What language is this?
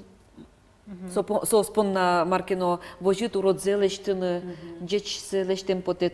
Udmurt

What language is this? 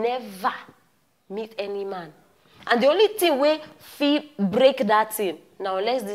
Nigerian Pidgin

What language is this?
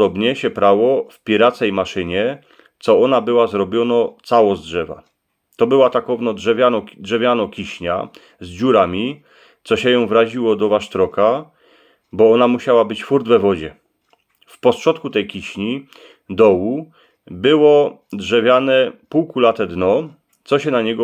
Silesian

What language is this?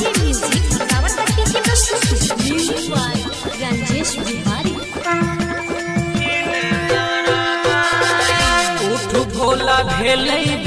Maithili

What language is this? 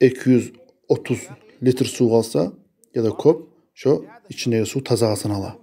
Kumyk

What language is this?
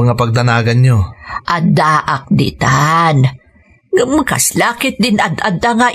Iloko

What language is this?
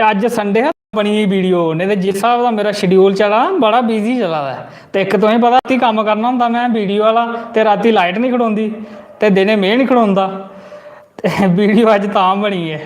Dogri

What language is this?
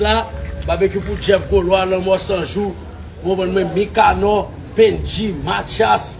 Haitian Creole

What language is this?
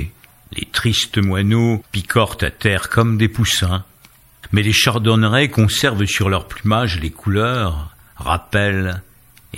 French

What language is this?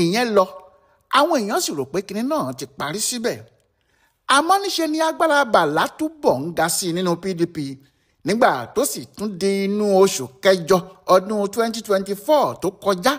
Yoruba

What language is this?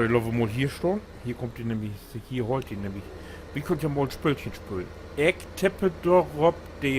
Low German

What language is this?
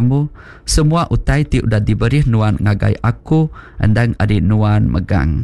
Iban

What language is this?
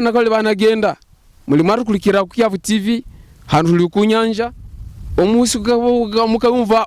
Havu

